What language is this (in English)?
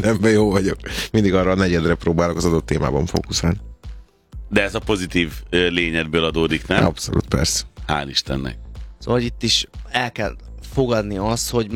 Hungarian